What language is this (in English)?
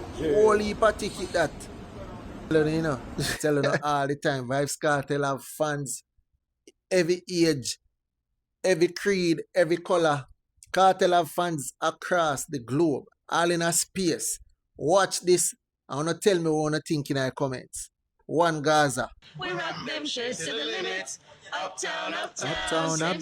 Jamaican Creole English